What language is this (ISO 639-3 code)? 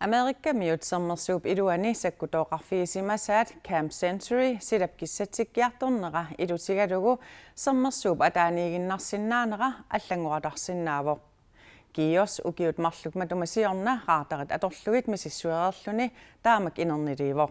kal